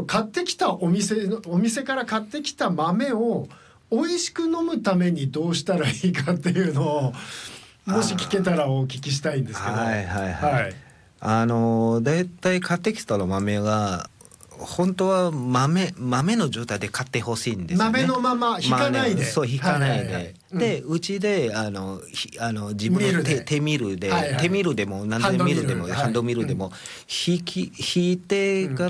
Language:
Japanese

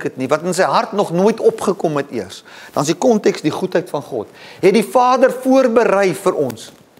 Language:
Afrikaans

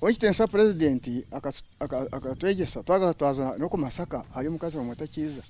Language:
Nyankole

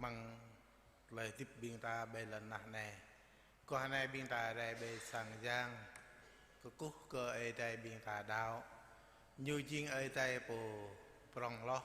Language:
Jarai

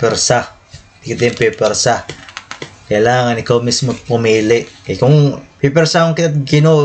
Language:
Waray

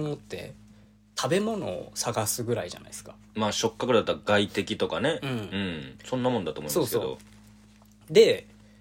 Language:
Japanese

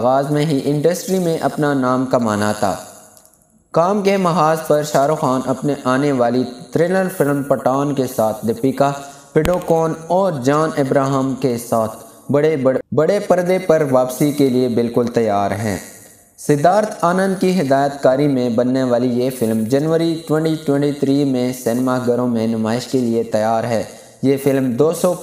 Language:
Urdu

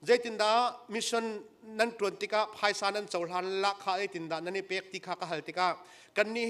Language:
Hakha Chin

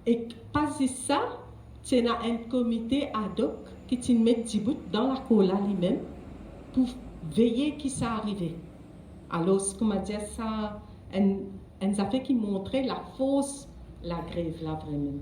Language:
Morisyen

